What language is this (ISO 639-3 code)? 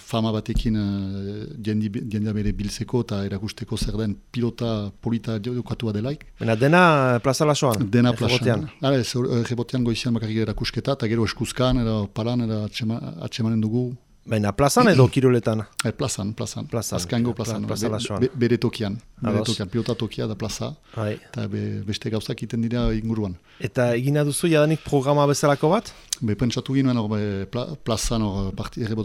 eus